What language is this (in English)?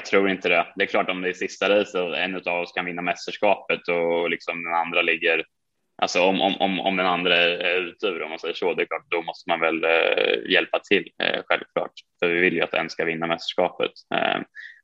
Swedish